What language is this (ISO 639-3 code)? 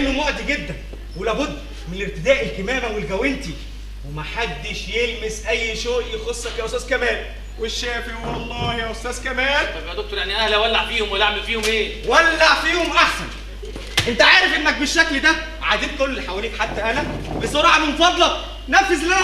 arz